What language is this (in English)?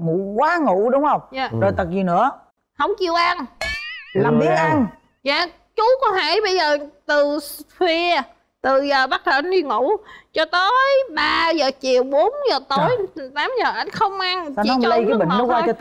Vietnamese